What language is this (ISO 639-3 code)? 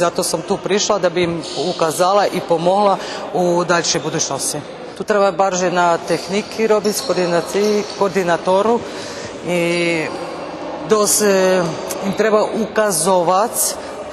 rue